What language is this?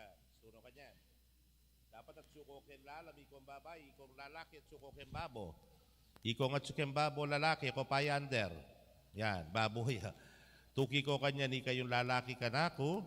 Pampanga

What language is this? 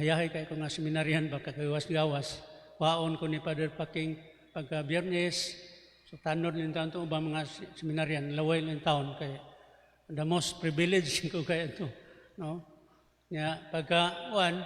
Cebuano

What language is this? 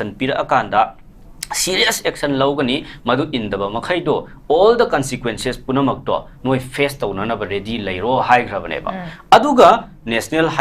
Manipuri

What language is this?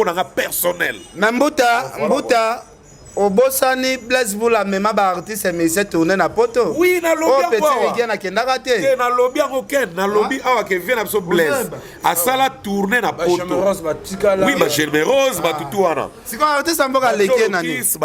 Lingala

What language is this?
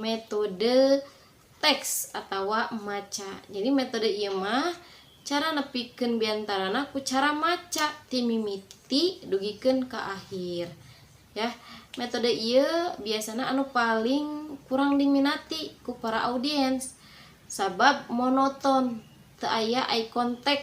Sundanese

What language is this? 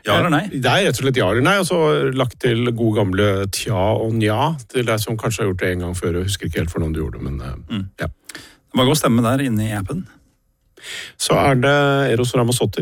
Norwegian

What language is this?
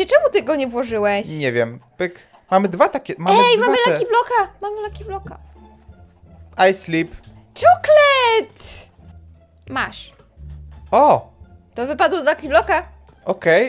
Polish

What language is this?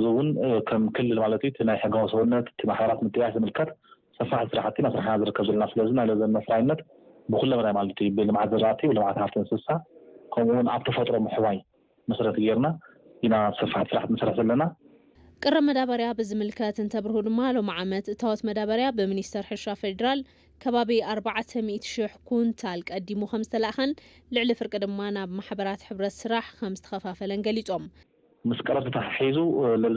Tigrinya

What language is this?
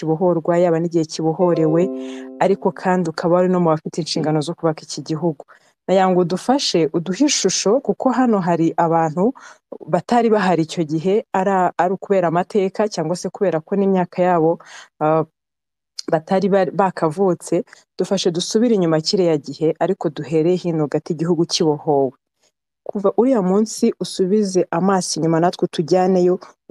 Kinyarwanda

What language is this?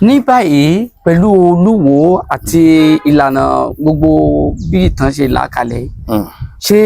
Yoruba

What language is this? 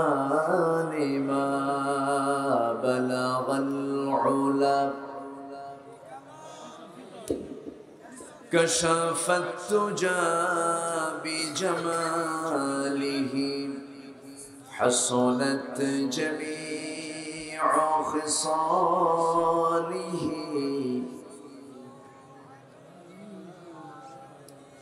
Bangla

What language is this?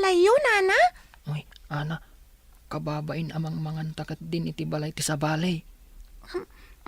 Iloko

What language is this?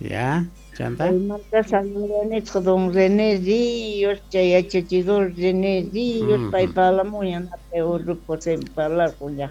South Bolivian Quechua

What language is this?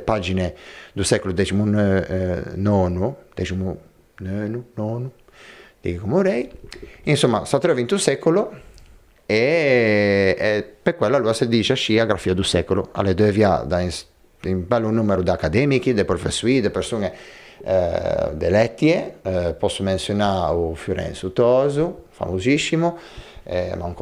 Ligurian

